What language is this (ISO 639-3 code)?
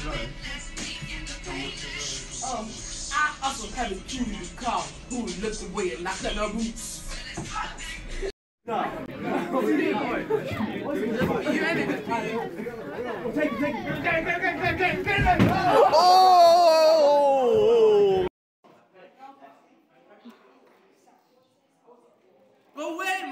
eng